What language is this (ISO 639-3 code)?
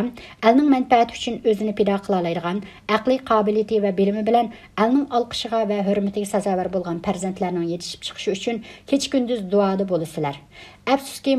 uig